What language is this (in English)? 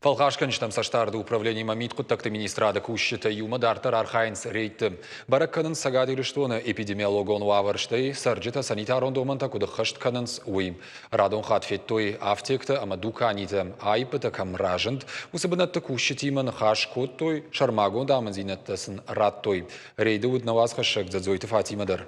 Ossetic